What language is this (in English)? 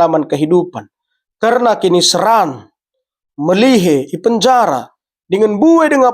Batak Karo